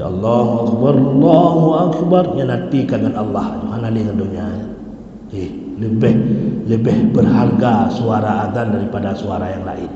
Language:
Achinese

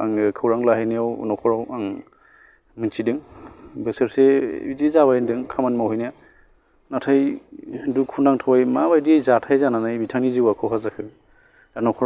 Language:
Bodo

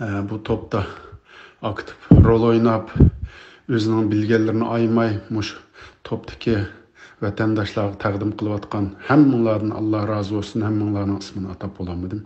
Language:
Uyghur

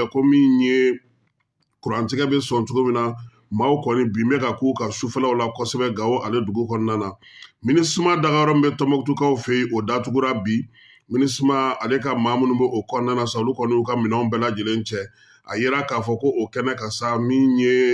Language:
Bambara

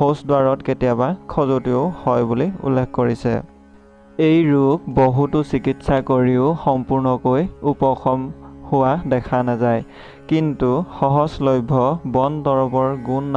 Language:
Assamese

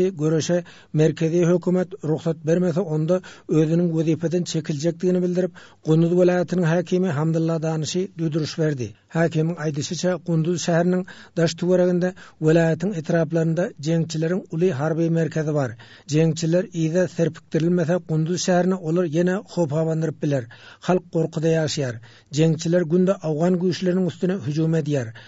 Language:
Turkmen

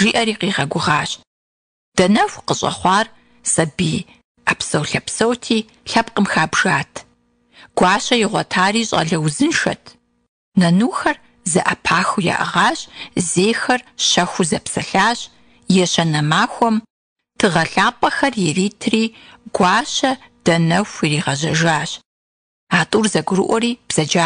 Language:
Kabardian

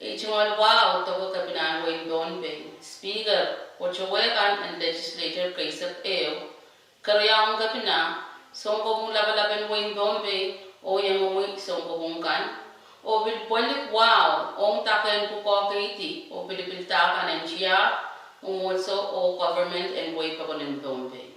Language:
Pohnpeian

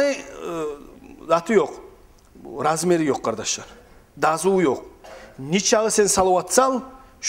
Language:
Kumyk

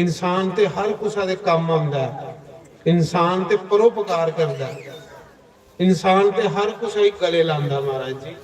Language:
Dogri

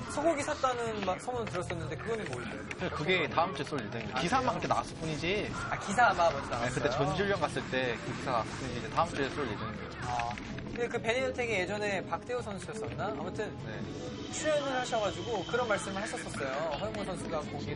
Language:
Korean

